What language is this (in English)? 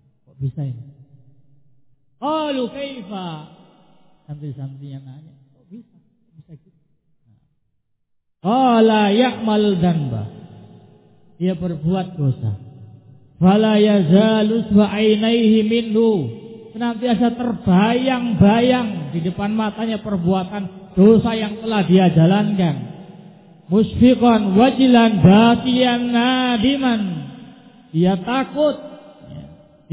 Indonesian